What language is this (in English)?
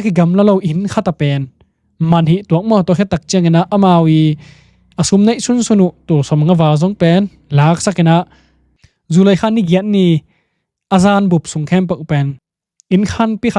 Tedim Chin